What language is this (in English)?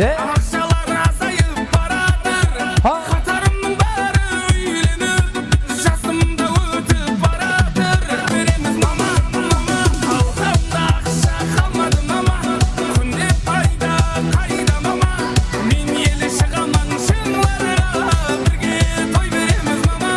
Kara-Kalpak